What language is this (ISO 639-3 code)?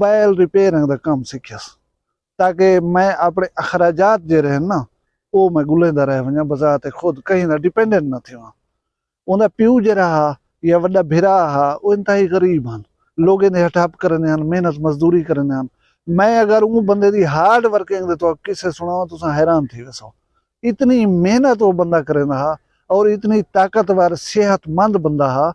skr